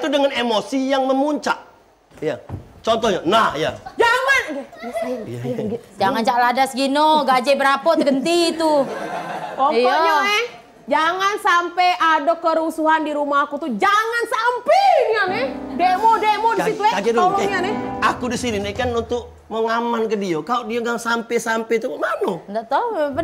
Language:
Musi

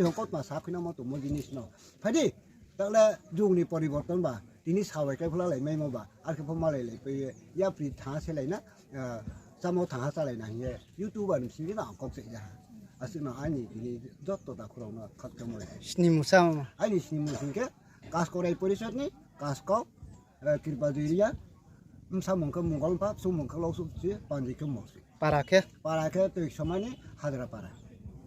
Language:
Riang (India)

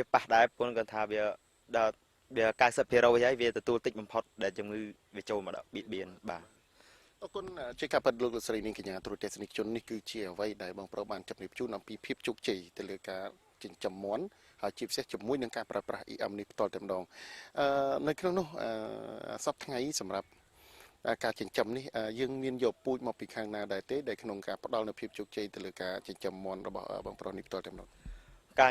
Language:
Khmer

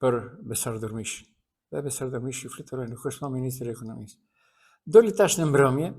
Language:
Albanian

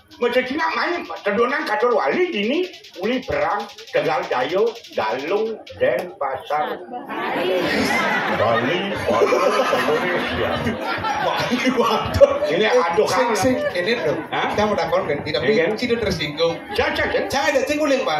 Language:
Balinese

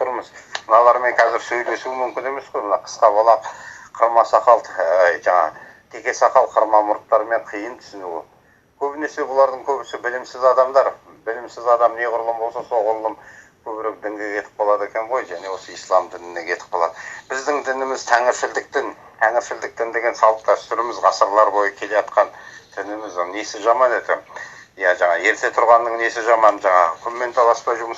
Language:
Kazakh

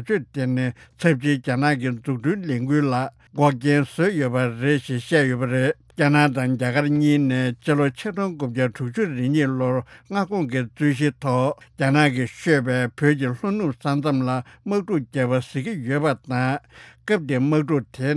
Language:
Tibetan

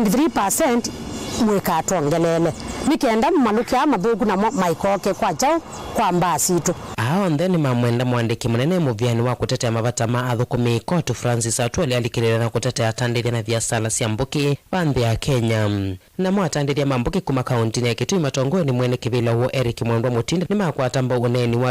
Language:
Kamba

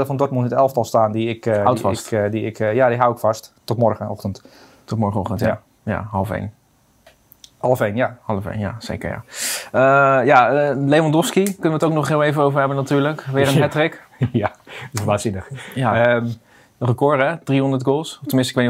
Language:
Dutch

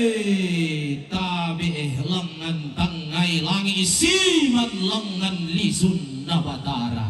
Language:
Toraja-Sa'dan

